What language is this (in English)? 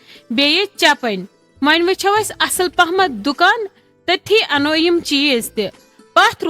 Kashmiri